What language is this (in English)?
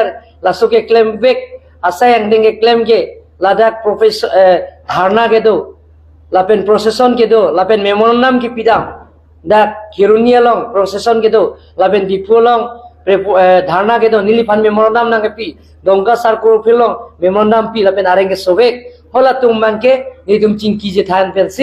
Karbi